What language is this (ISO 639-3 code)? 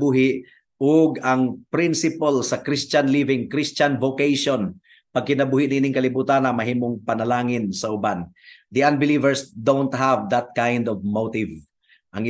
ceb